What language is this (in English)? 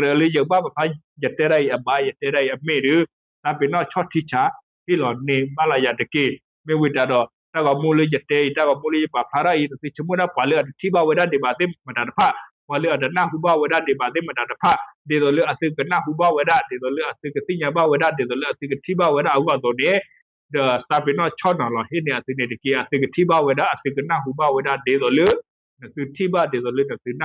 S'gaw Karen